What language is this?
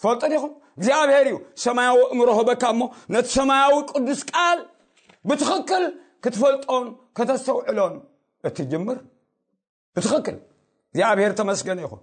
Tigrinya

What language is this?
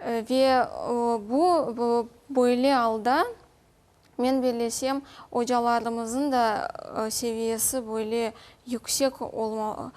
Crimean Tatar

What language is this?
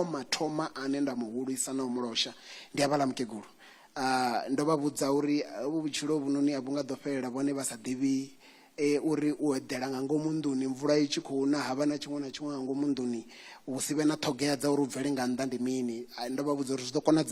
Venda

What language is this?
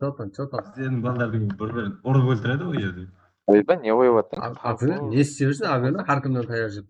Kara-Kalpak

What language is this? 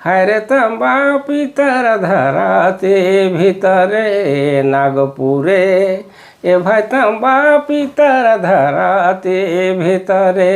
Sadri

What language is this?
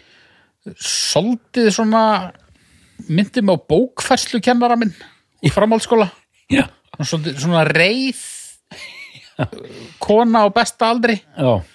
Icelandic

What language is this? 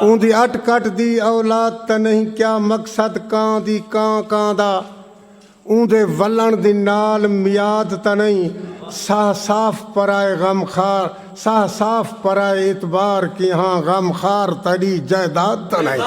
Saraiki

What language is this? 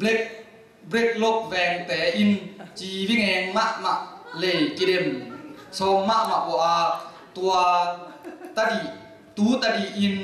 Tedim Chin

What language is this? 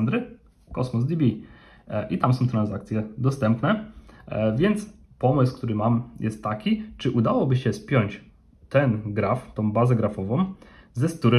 Polish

